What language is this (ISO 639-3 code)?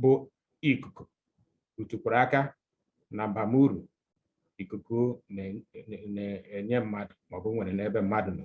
ibo